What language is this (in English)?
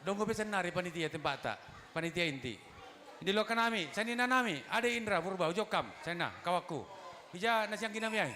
Batak Simalungun